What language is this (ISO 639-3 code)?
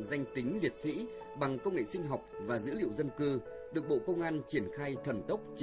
vie